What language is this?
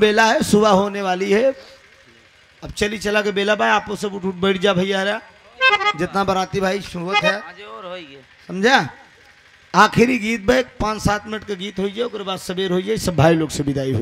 Bhojpuri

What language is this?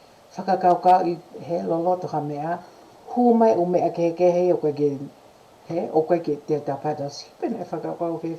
Tongan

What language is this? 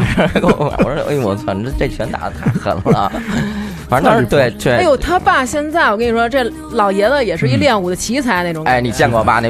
Chinese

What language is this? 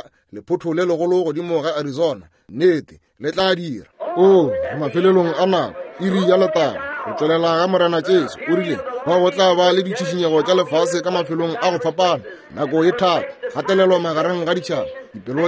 Northern Sotho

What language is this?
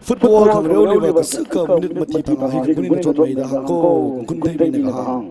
Tangkhul Naga (India)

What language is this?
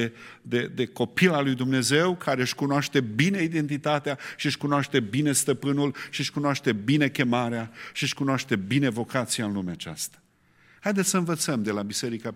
Romanian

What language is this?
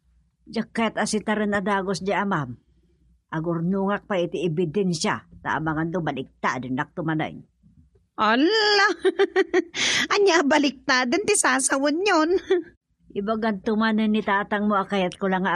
Iloko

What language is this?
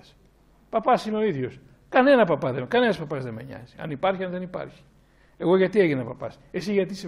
Greek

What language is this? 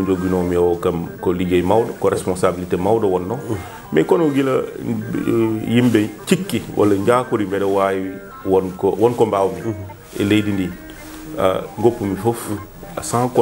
Fula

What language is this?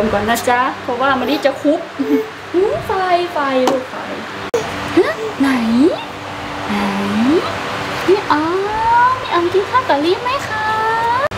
Thai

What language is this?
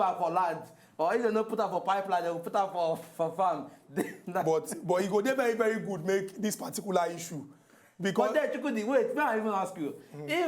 Nigerian Pidgin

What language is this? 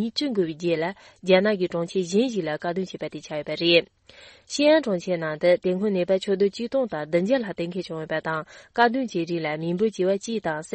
Tibetan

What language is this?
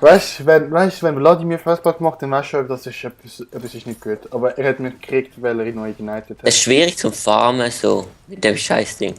Swiss German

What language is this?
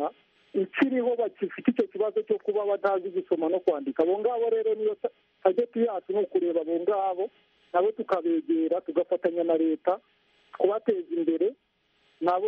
Kinyarwanda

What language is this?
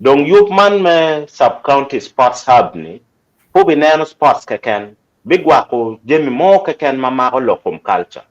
Acoli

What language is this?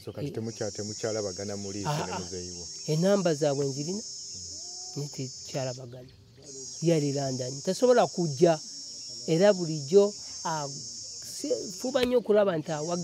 Ganda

